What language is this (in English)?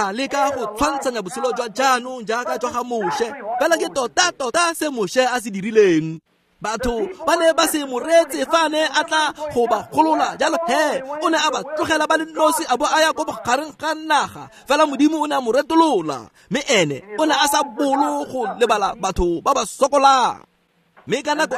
Tswana